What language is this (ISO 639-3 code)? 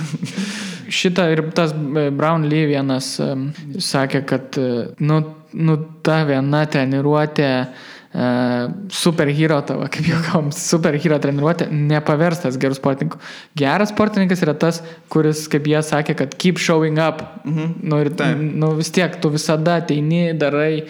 lit